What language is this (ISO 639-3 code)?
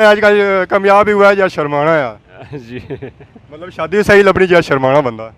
phr